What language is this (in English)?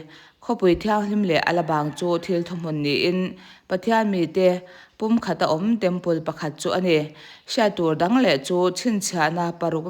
Mizo